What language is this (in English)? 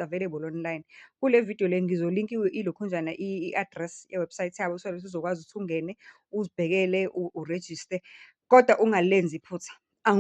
Zulu